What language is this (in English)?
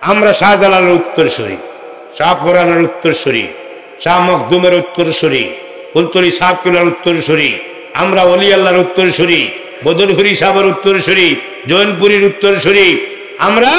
Sylheti